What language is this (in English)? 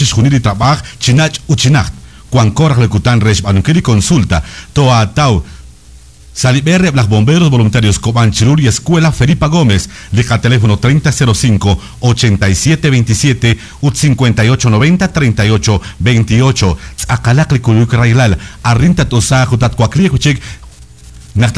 Kekchí